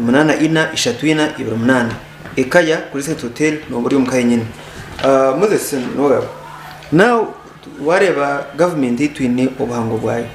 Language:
Nyankole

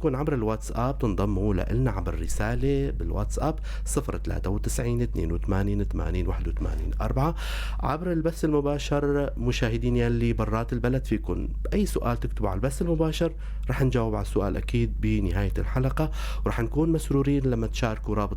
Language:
North Levantine Arabic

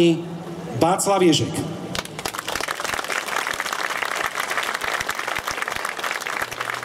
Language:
Slovak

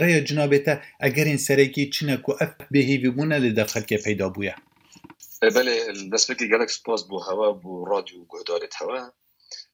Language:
Kurdish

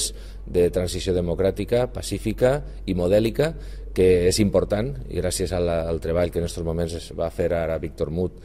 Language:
Catalan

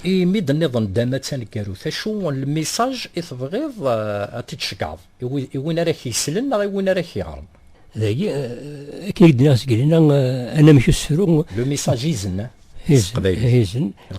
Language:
Kabyle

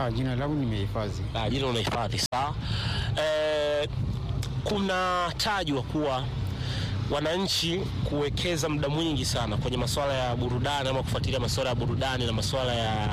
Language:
Swahili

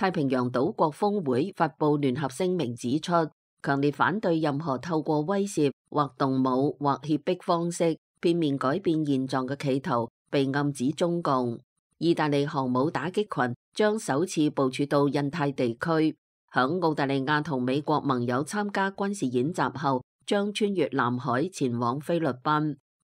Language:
Cantonese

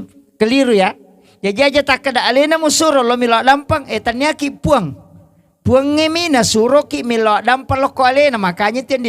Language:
Buginese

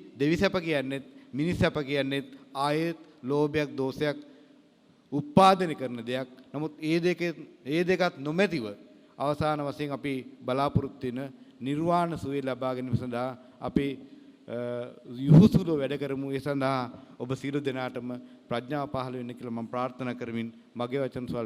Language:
Sinhala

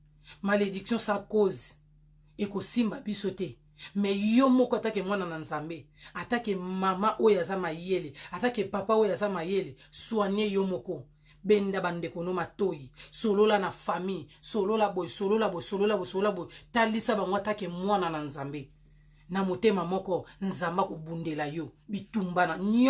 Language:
Lingala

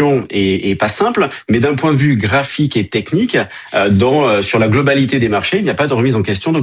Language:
French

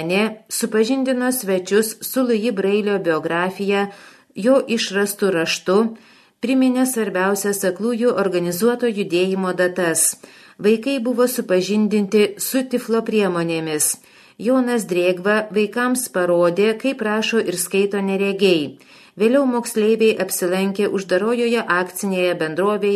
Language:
Lithuanian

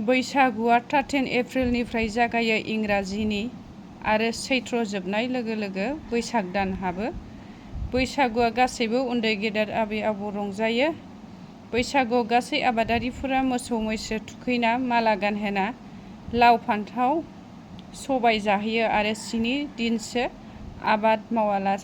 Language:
Bodo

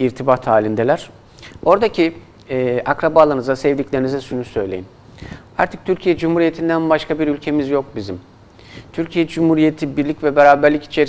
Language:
Turkish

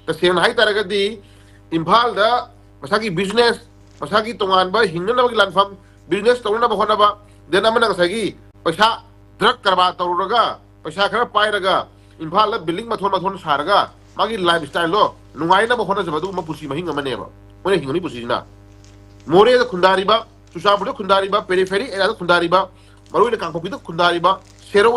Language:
Manipuri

